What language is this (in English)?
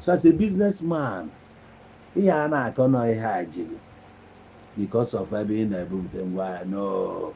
Igbo